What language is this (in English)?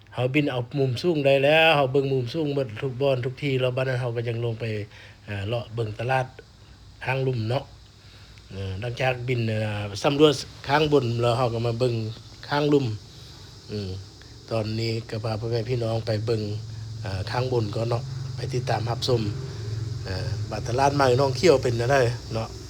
Lao